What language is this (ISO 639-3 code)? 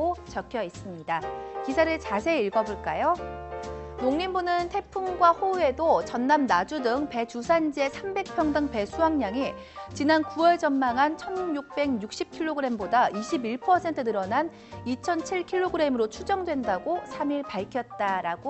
kor